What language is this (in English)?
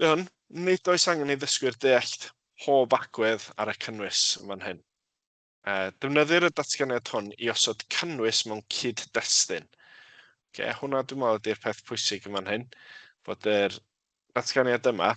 Welsh